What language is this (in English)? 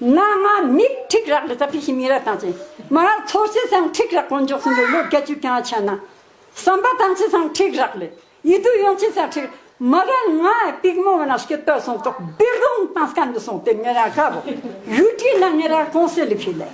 Ladakhi